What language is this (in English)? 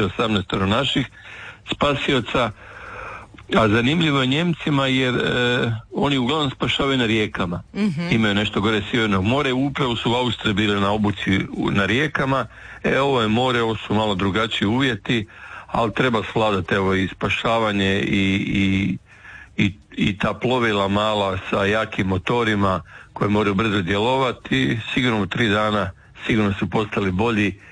Croatian